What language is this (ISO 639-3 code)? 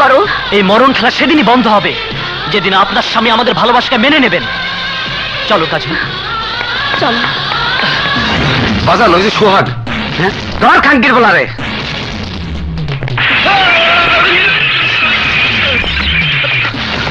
ben